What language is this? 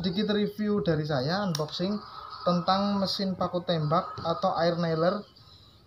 Indonesian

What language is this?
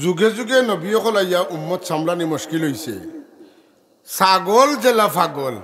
Sylheti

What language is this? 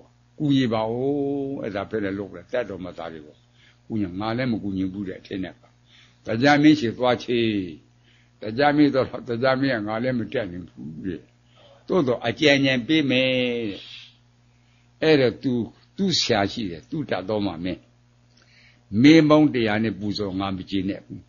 Burmese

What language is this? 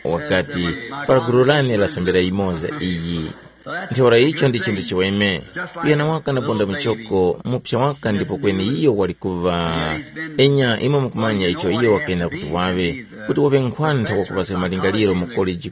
Tumbuka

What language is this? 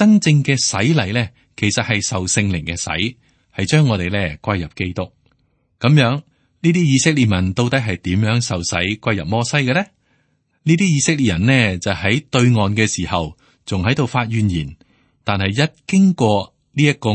Cantonese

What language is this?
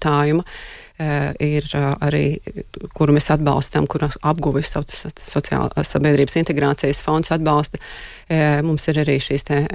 Latvian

